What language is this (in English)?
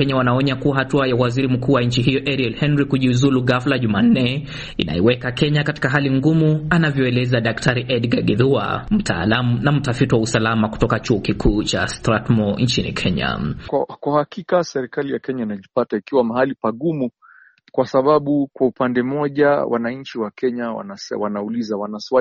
Swahili